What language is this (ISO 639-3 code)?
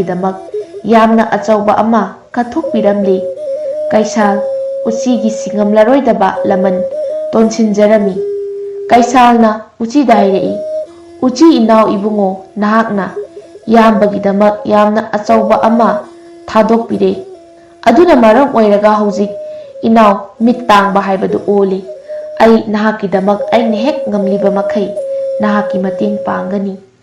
mni